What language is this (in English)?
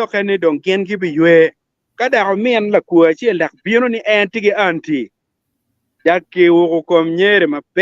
Acoli